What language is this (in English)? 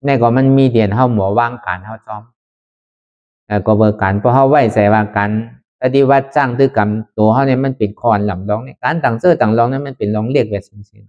Shan